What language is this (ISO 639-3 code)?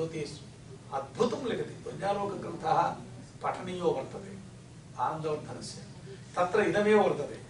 san